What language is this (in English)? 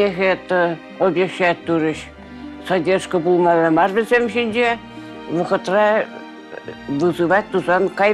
Chuvash